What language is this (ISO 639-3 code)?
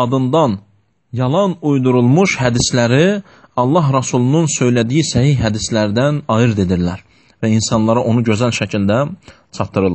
aze